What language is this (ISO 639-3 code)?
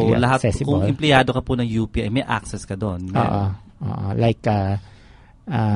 fil